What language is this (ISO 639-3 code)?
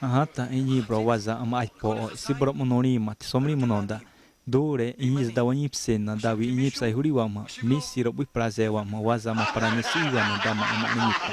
xav